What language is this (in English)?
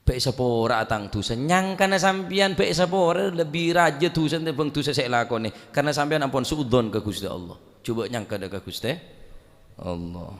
Madurese